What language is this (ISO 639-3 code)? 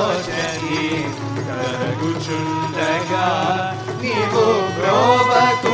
tel